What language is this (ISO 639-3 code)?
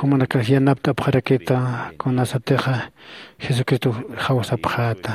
aym